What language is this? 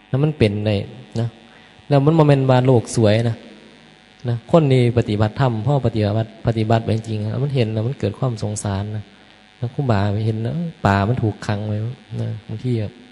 Northeastern Thai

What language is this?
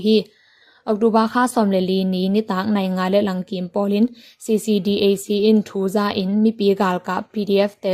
Tedim Chin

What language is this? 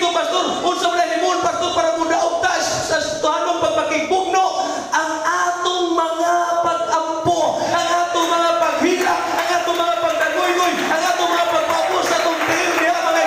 Cebuano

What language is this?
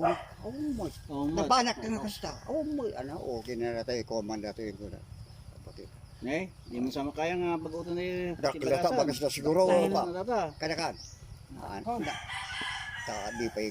Iloko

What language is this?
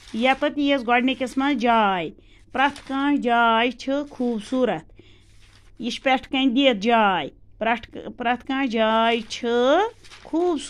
Kashmiri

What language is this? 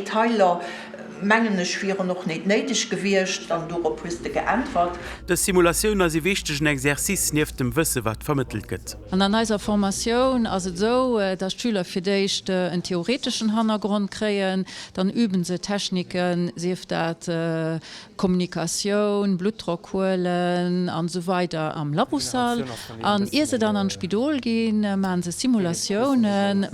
Luxembourgish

